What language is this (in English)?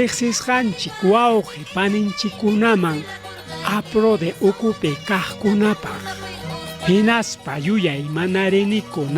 Ayacucho Quechua